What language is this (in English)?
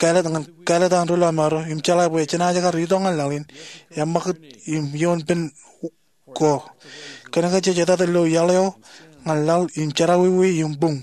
Marshallese